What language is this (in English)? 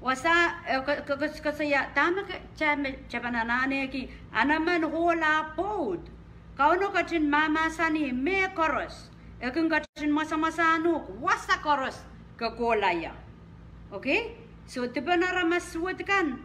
Pohnpeian